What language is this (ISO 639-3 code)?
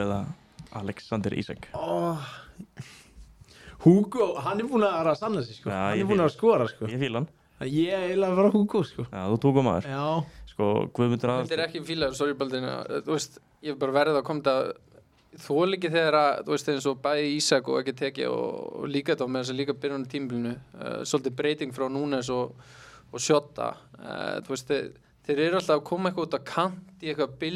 isl